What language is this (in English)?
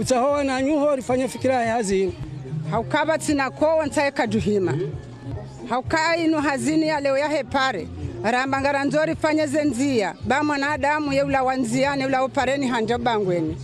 Ngazidja Comorian